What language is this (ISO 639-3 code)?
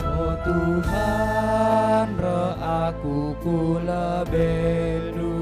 btx